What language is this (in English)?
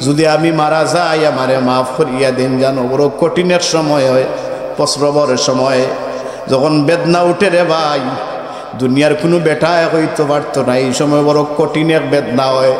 Sylheti